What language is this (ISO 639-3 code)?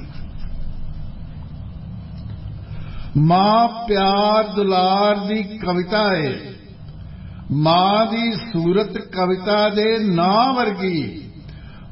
pan